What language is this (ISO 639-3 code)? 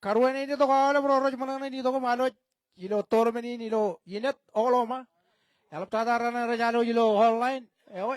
mah